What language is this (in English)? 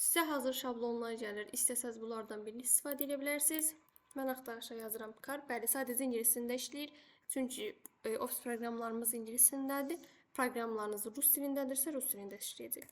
Azerbaijani